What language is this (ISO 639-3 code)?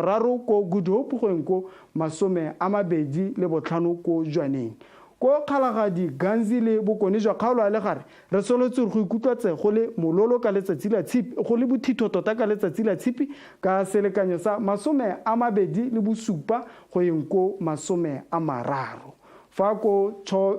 tsn